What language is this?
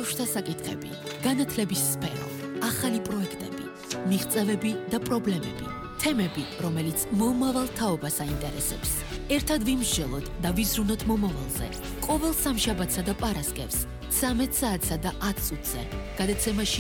Georgian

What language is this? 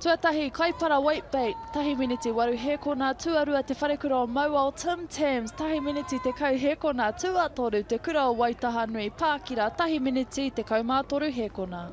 Māori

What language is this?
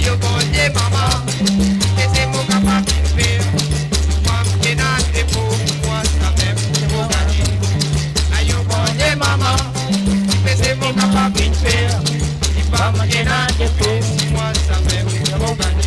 Morisyen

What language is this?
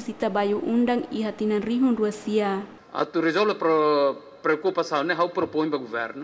Tetum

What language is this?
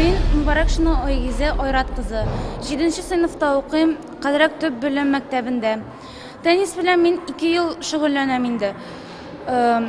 Tatar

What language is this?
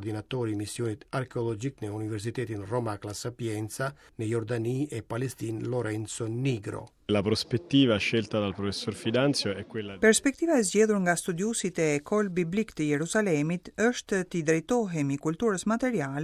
Albanian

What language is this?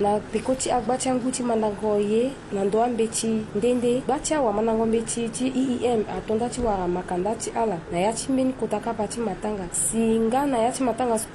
Sango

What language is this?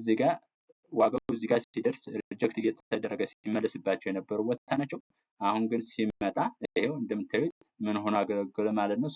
Amharic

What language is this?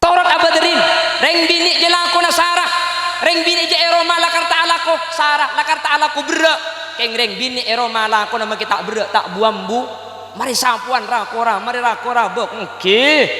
Madurese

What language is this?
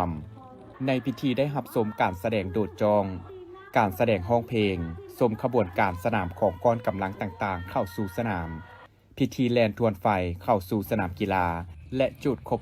Lao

